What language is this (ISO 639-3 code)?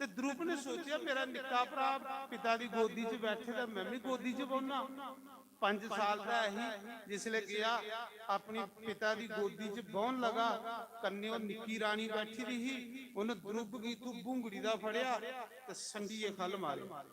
doi